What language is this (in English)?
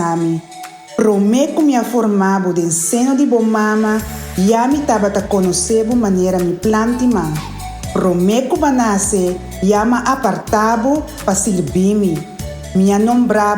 Papiamento